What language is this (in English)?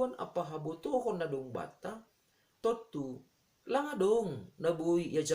Batak Simalungun